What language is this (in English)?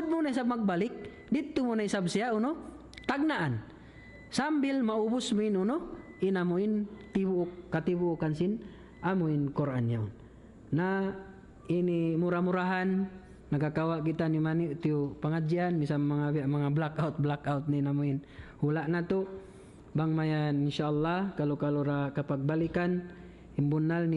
Tausug